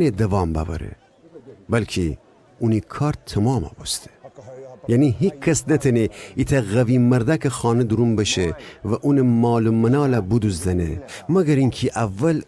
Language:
Gilaki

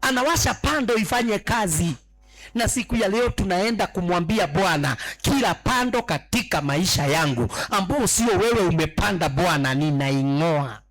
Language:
Swahili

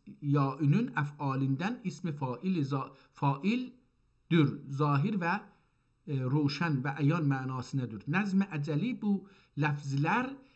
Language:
South Azerbaijani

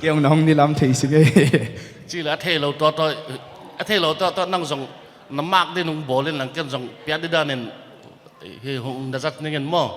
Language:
Paite Chin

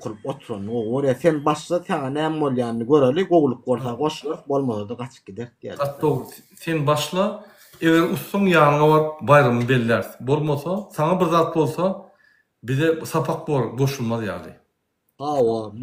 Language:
Turkmen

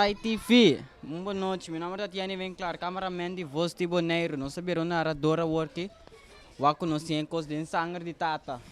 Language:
Papiamento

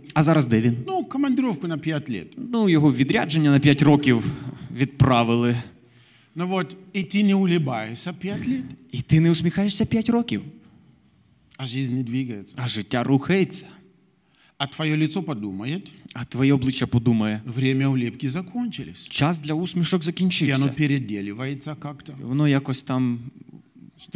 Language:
Ukrainian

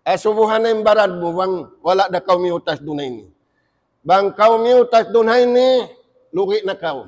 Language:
Tausug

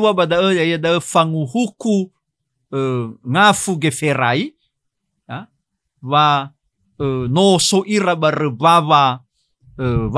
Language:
Nias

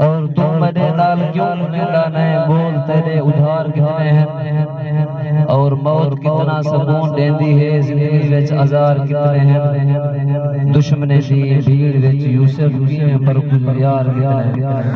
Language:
Saraiki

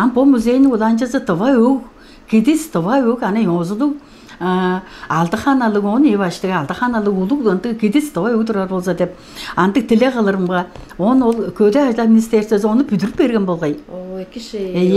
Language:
Tuvinian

